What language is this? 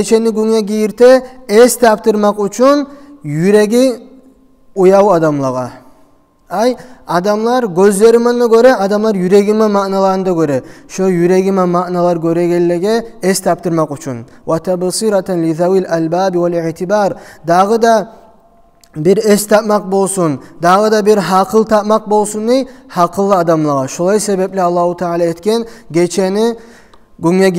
Kumyk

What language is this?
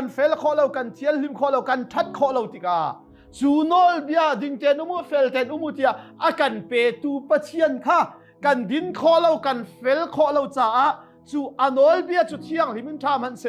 Hakha Chin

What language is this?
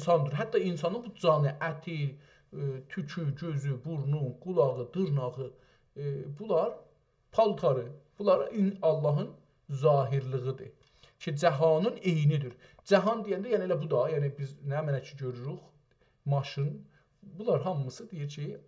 South Azerbaijani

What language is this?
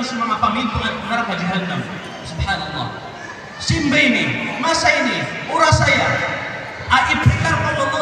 Maranao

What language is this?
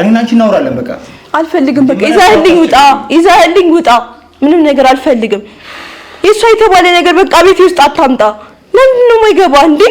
Amharic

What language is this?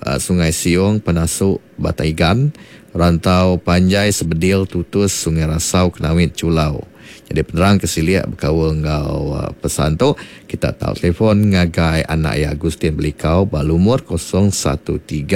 Iban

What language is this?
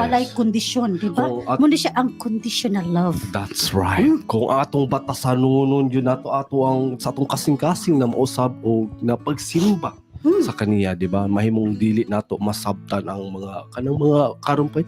Cebuano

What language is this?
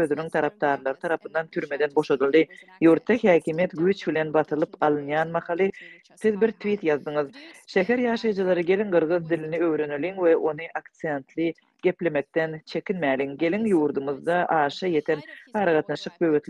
Turkmen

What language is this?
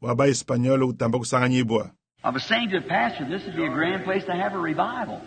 Luba-Lulua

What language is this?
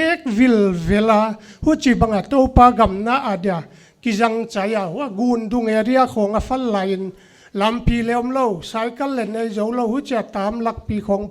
Paite Chin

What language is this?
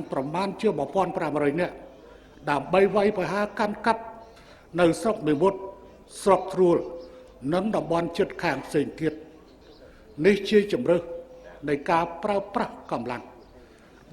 Khmer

